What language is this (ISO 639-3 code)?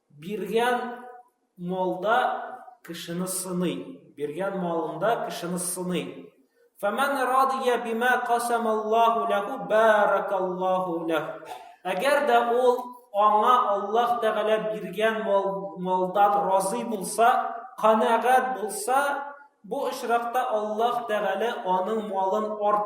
tat